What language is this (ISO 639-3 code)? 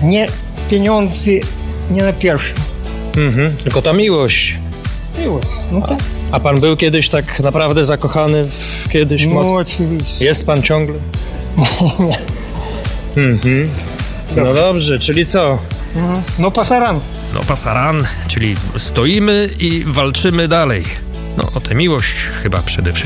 pol